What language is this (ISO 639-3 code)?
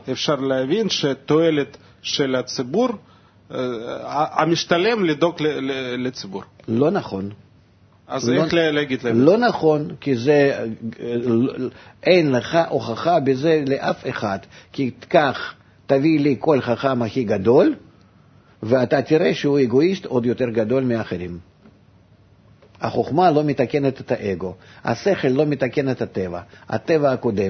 heb